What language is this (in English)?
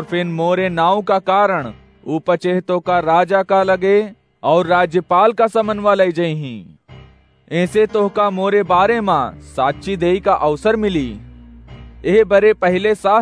Awadhi